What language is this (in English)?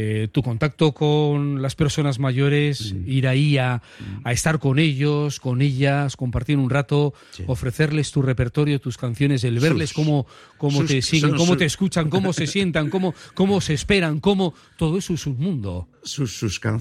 Spanish